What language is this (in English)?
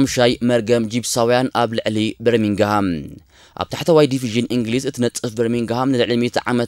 Tigrinya